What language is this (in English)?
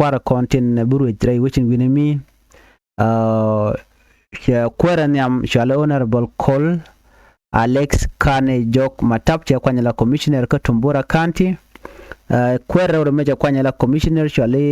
Nuer